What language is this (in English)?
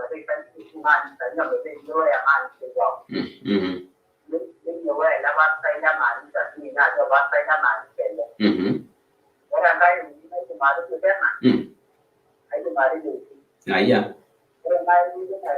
Masai